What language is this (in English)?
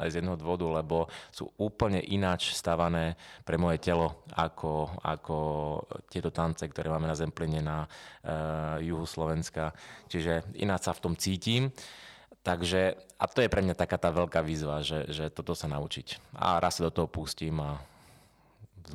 Slovak